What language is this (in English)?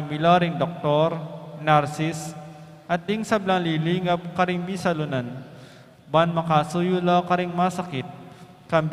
Pampanga